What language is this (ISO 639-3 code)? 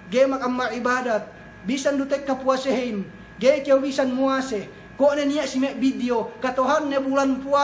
yka